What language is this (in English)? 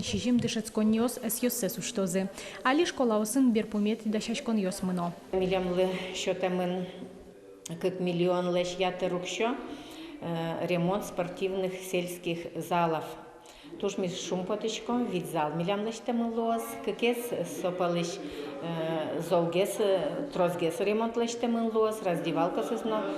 Udmurt